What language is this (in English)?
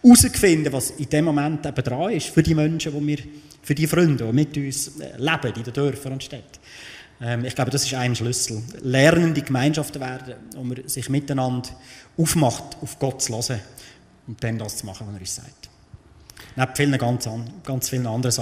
Swiss German